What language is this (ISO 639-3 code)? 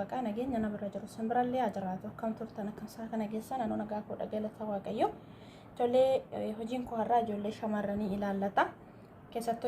orm